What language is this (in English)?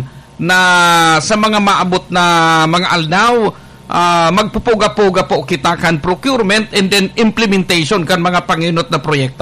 Bikol